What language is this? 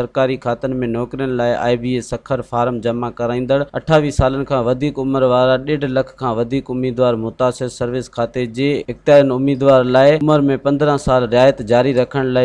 Sindhi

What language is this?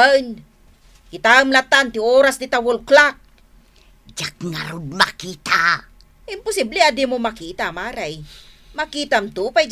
Iloko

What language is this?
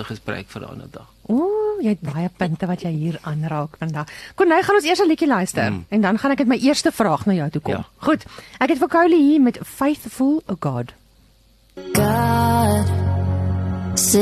Afrikaans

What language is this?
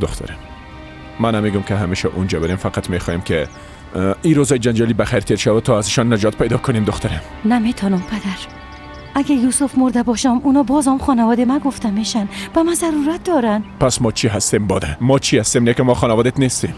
Persian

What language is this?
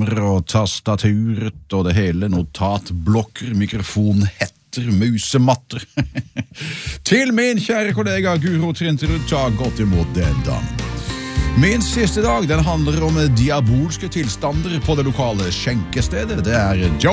Norwegian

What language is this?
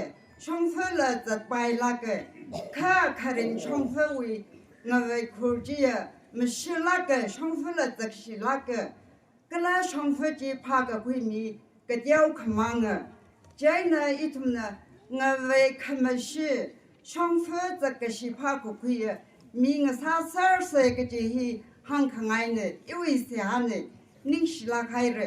Tangkhul Naga (India)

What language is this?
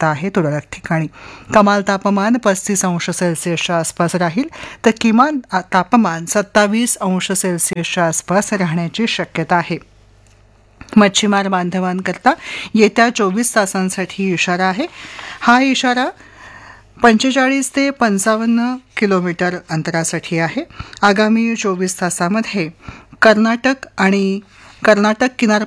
Marathi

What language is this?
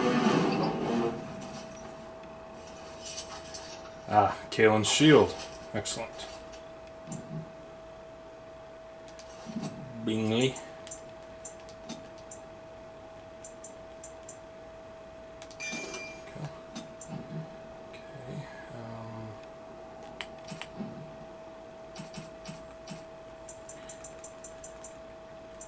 English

